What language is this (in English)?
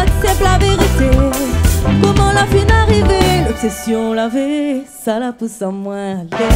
Réunion Creole French